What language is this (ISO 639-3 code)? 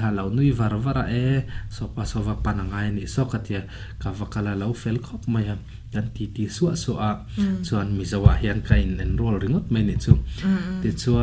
lus